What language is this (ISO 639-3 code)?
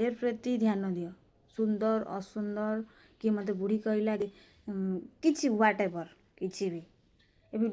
ori